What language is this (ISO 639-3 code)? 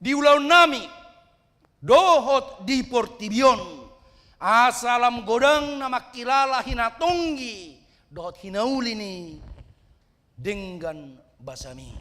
bbc